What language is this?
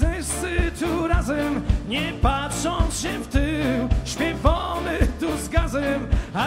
Silesian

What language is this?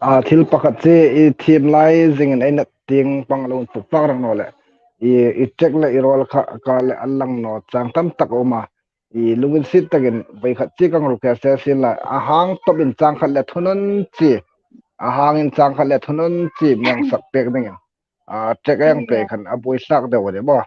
Hmar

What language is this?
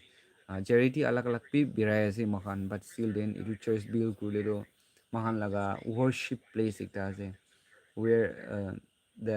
Naga Pidgin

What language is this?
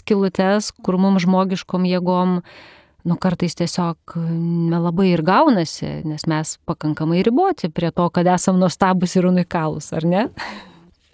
Lithuanian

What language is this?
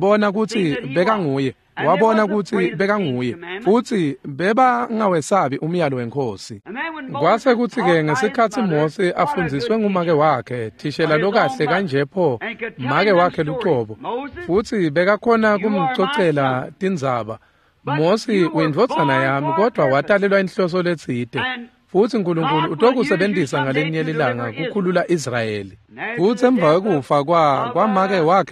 Swati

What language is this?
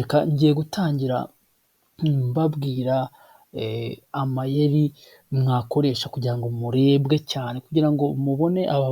Kinyarwanda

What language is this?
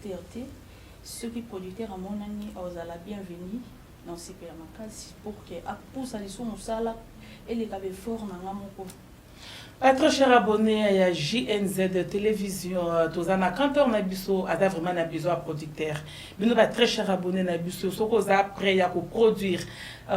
Lingala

